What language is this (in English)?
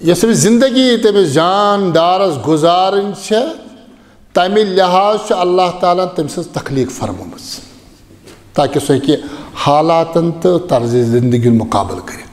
Kashmiri